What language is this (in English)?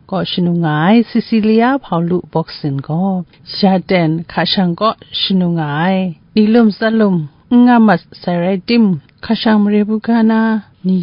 Kachin